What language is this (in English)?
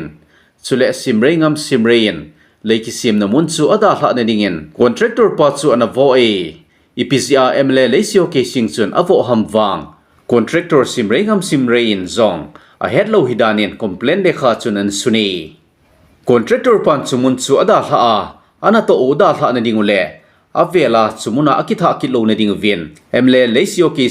Thado Chin